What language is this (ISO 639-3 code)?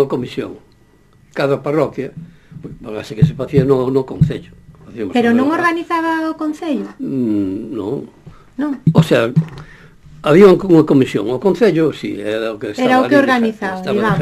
glg